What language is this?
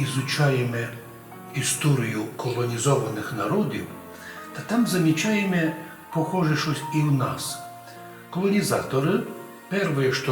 Rusyn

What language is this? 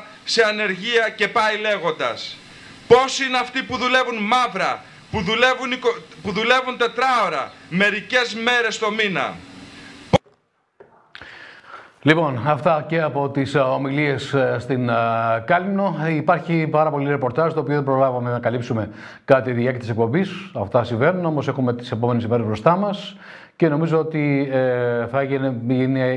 Greek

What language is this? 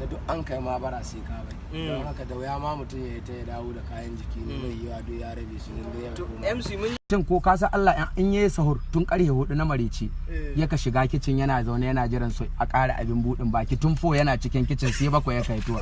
Hausa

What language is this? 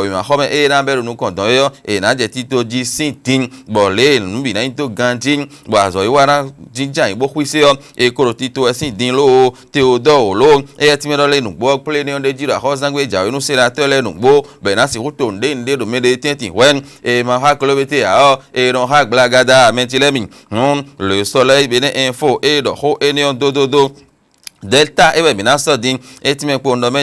Fon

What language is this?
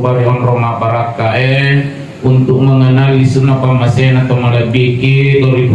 Buginese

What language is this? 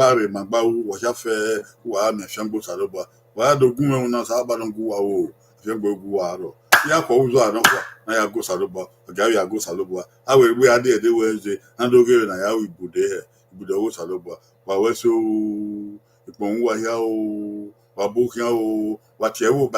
Bini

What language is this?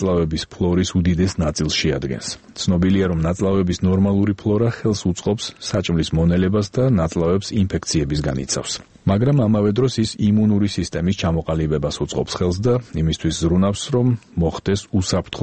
Georgian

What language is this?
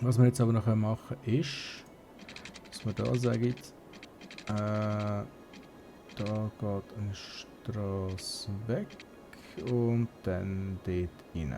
Swiss German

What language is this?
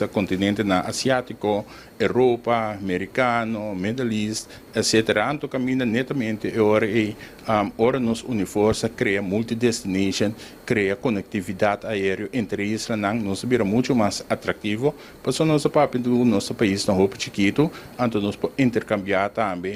Papiamento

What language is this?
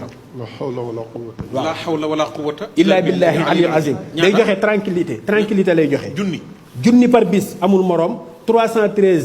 Wolof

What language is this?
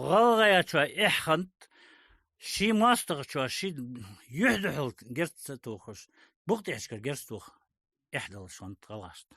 Ingush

